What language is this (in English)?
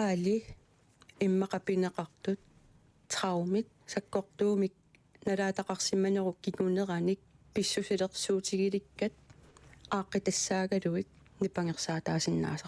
Kalaallisut